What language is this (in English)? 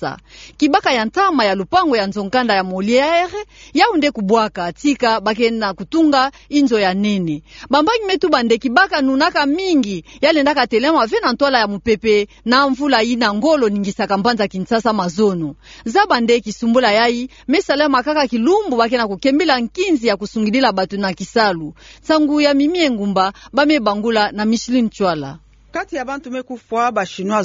Kituba (Democratic Republic of Congo)